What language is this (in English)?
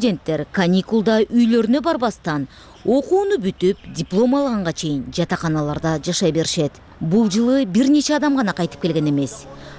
Kyrgyz